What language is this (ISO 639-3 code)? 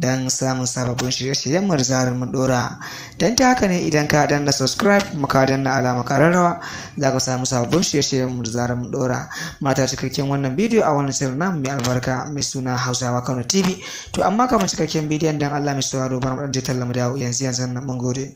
hau